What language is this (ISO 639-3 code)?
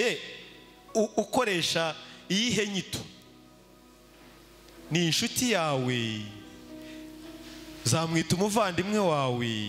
kin